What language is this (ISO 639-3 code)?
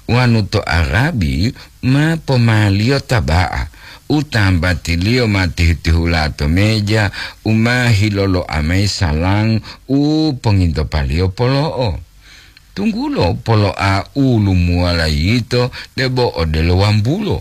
gor